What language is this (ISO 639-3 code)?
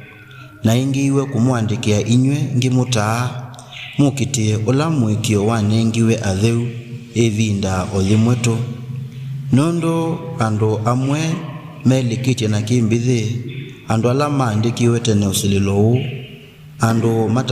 kam